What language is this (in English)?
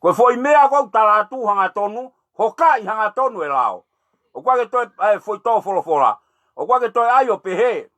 Tongan